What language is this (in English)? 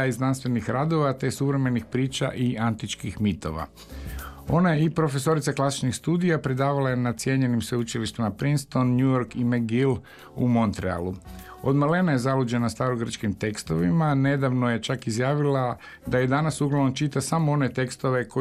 Croatian